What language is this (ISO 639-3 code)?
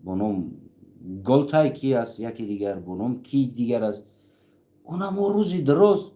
tgk